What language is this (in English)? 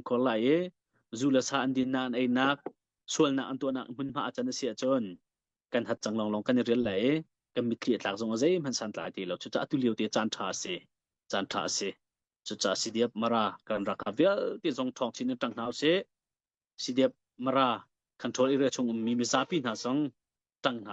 Hakha Chin